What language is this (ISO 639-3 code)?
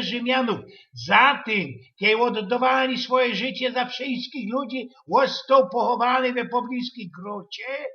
szl